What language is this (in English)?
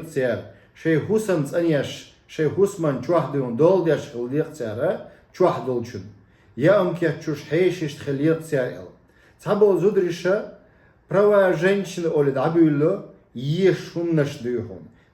Chechen